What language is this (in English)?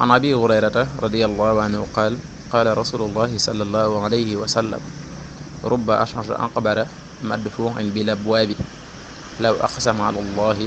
Wolof